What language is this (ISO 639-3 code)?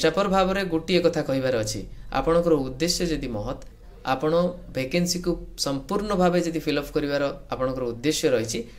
ori